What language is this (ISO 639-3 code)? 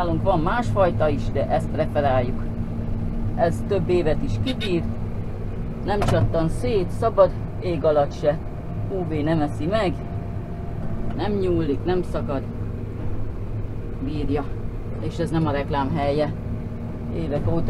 hun